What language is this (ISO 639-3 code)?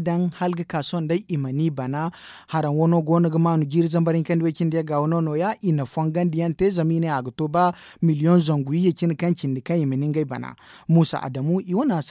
dje